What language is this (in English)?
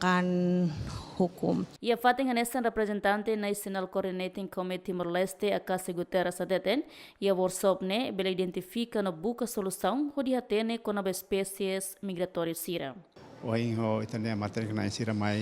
Tetum